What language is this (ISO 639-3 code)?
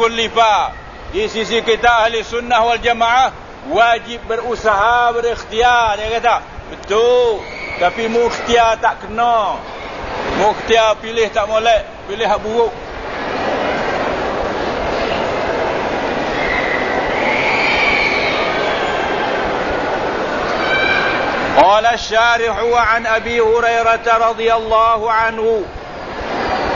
msa